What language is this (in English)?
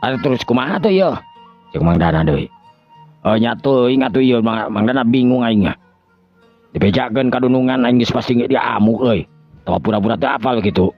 Sundanese